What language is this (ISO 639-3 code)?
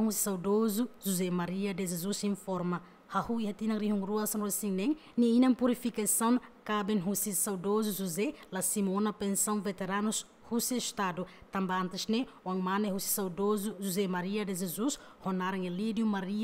tet